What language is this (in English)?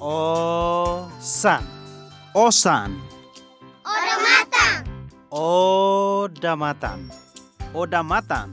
Tetum